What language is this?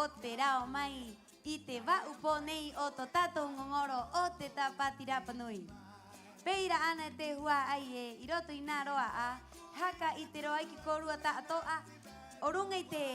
Rapanui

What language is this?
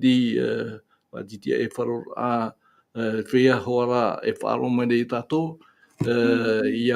Tahitian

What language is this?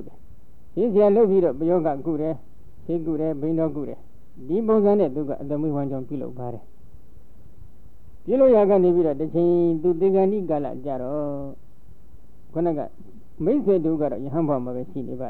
Burmese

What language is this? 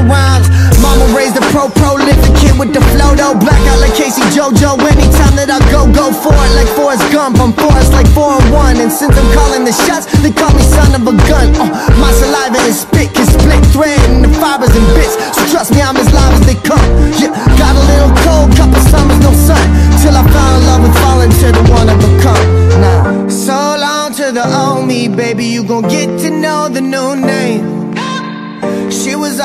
English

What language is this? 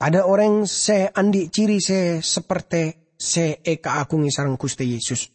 Madurese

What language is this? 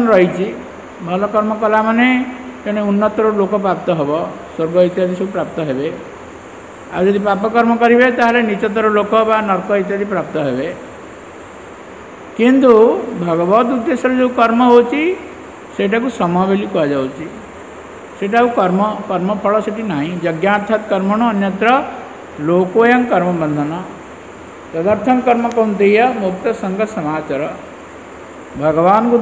Odia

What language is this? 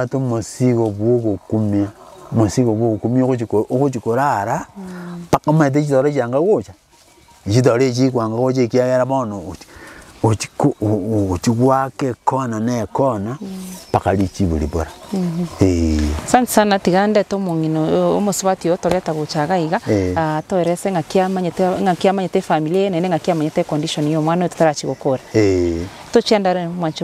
Gusii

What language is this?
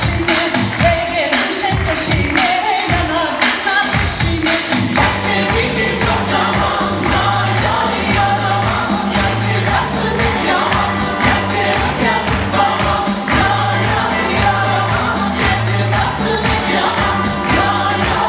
Crimean Tatar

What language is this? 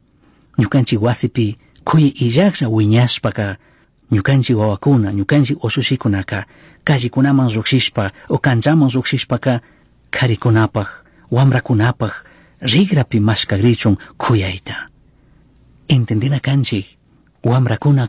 Chimborazo Highland Quichua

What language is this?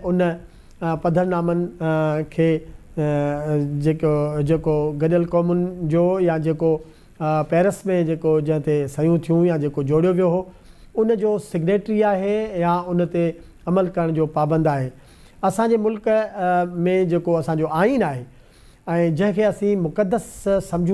Sindhi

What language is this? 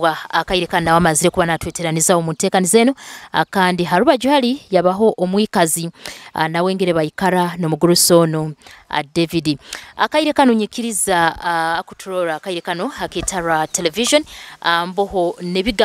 Nyoro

